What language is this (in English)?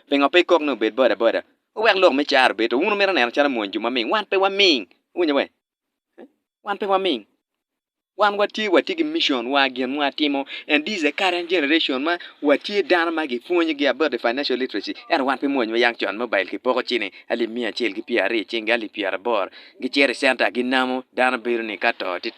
Acoli